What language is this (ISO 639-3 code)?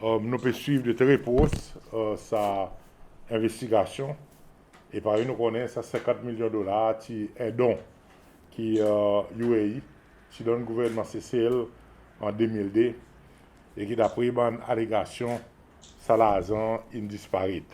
crs